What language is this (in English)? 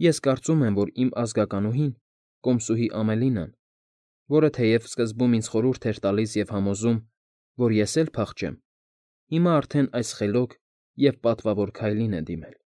Armenian